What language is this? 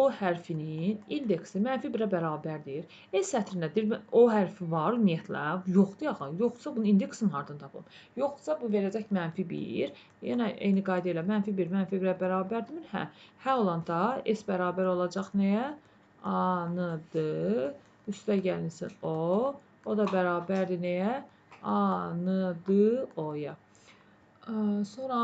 Azerbaijani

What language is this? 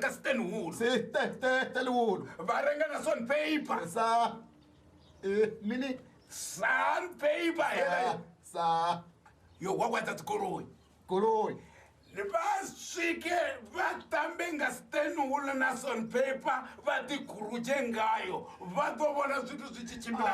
Venda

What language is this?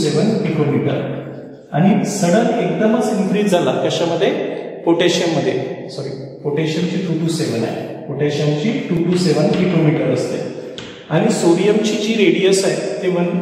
Marathi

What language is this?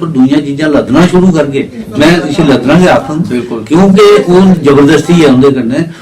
Dogri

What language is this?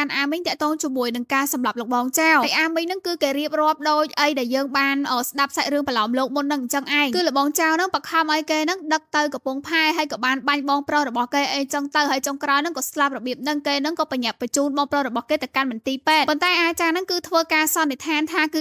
Khmer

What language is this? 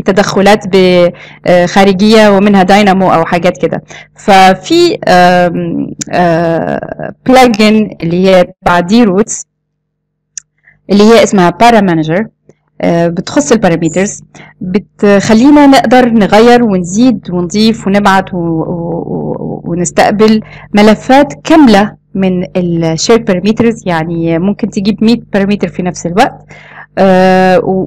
Egyptian Arabic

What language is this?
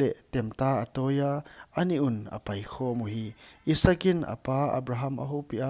Paite Chin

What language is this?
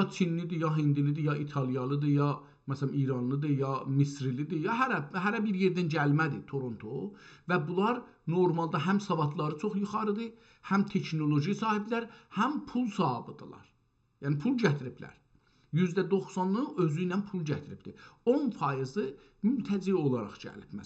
South Azerbaijani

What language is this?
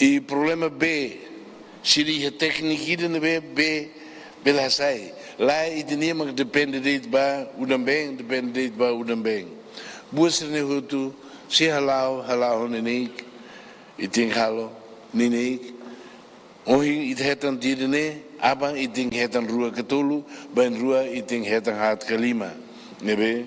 Tetum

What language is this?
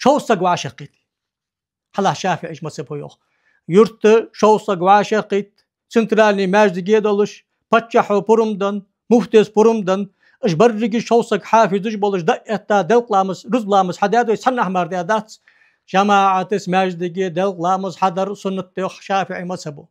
Ingush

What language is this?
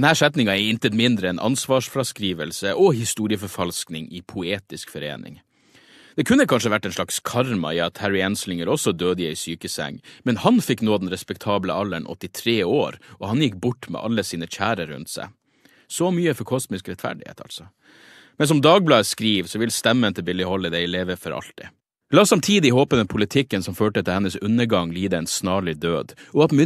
Norwegian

